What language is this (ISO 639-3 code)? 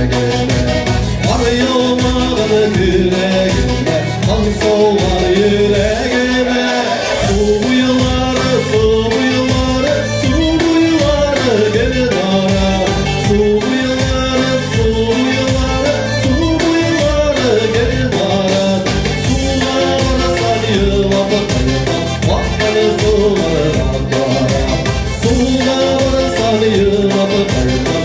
tat